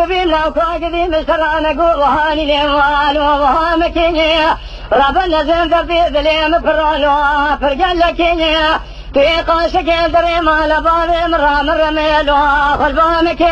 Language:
Kurdish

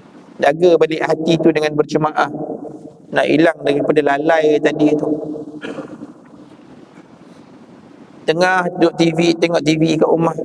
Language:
Malay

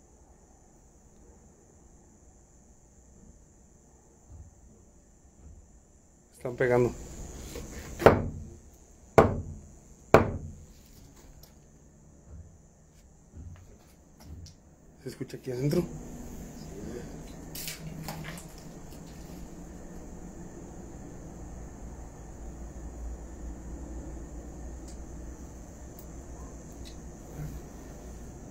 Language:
Spanish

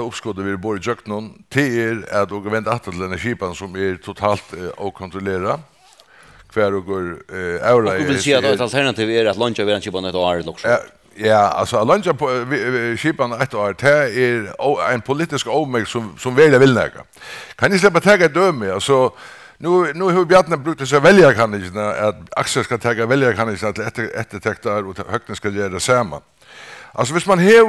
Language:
Faroese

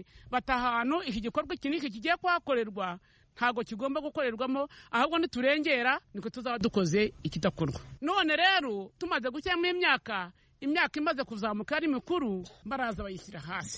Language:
Kinyarwanda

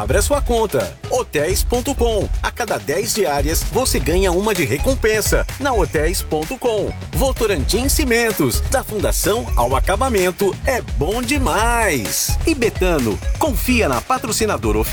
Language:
Portuguese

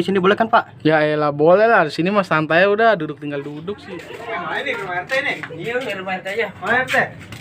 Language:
Betawi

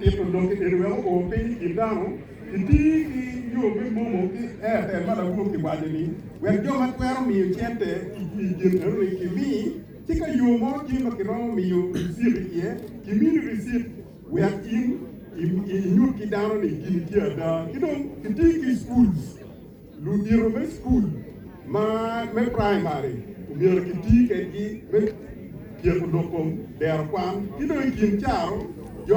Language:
Acoli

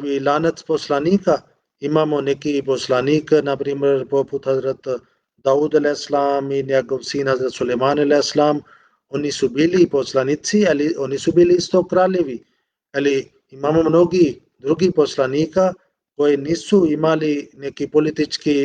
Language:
Bosnian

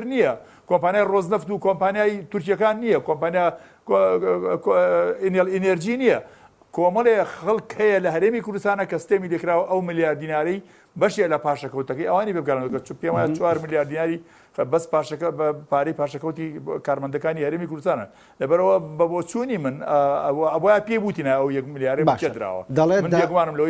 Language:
Central Kurdish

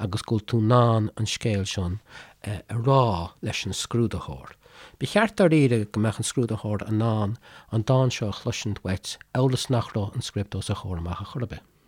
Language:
Irish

